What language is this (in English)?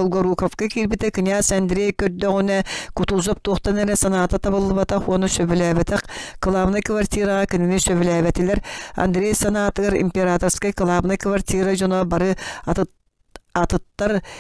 Yakut